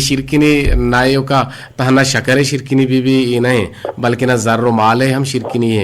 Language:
Eastern Balochi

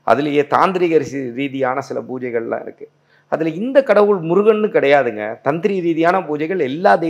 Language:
Tamil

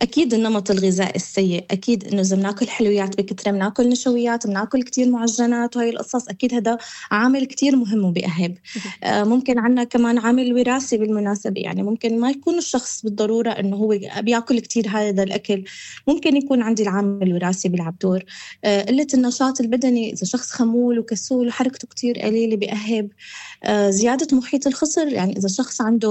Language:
North Levantine Arabic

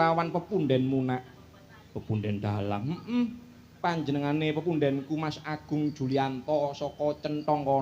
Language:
Javanese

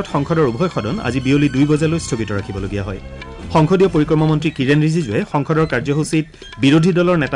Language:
Assamese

